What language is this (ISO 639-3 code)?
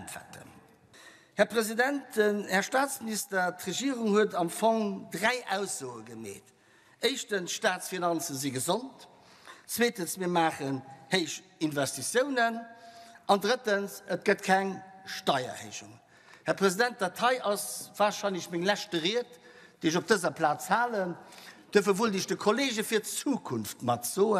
ltz